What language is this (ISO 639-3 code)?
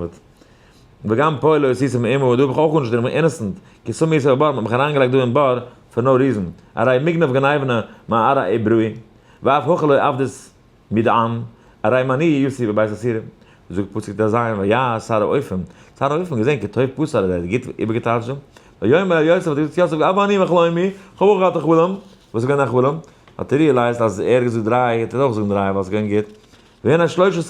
yid